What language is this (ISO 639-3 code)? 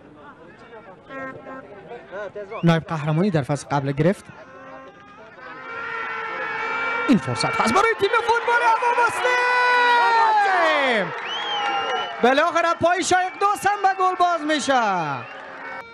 fas